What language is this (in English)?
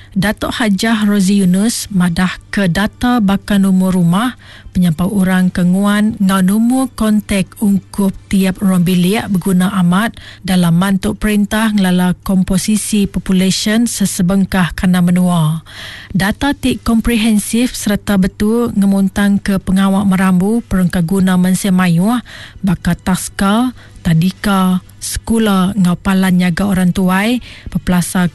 Iban